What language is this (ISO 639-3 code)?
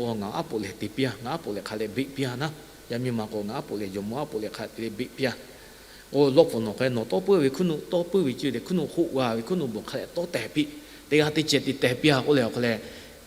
lhu